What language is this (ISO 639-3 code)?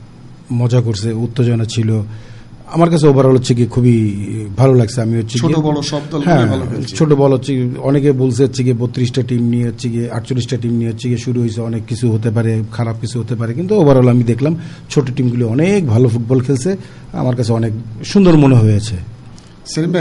ben